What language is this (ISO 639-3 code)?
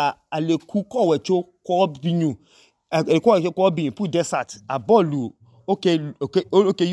idu